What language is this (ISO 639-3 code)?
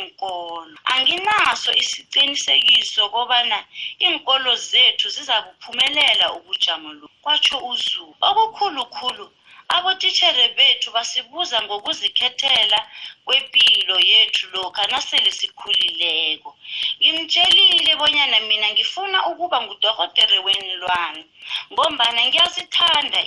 nbl